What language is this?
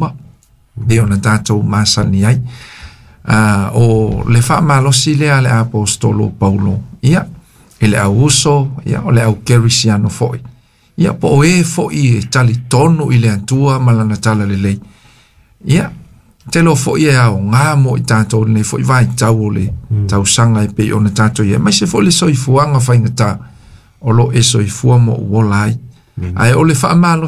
Samoan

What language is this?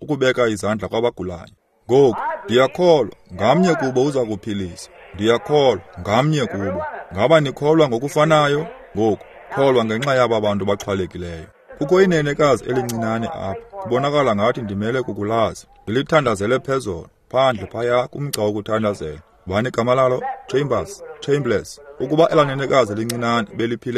Xhosa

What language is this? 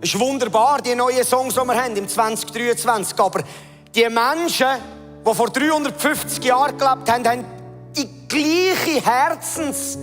Swiss German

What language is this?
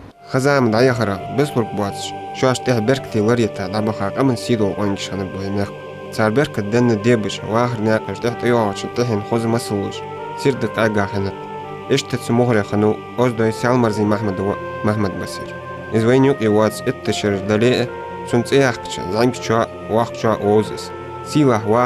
Ingush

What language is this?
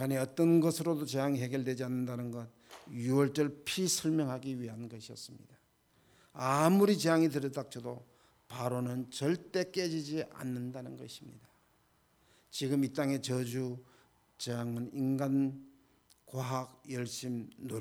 Korean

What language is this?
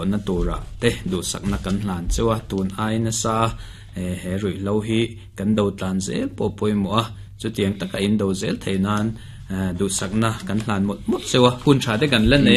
Mizo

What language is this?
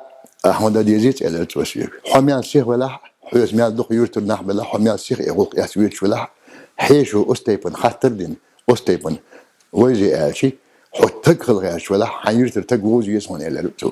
Chechen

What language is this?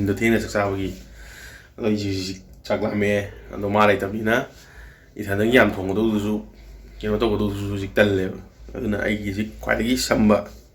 Manipuri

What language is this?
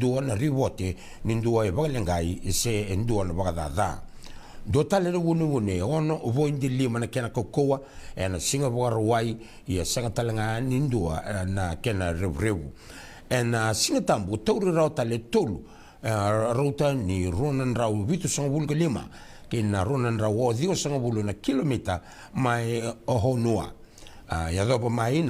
Fijian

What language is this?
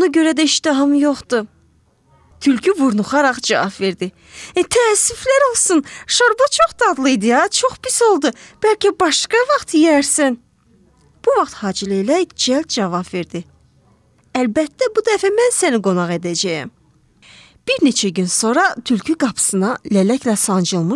Azerbaijani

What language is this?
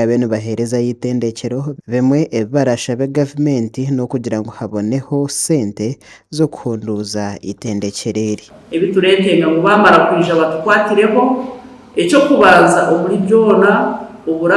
Nyankole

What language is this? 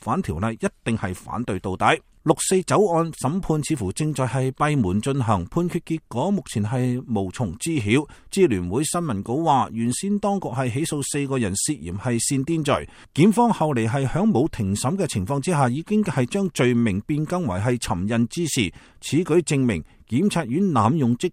Cantonese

